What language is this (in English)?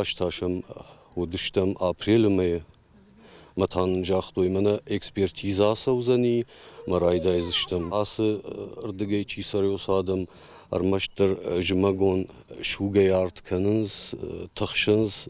Ossetic